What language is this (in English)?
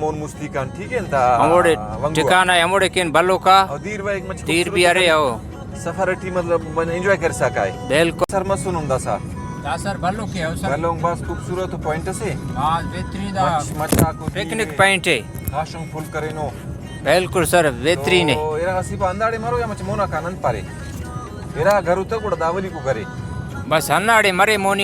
Brahui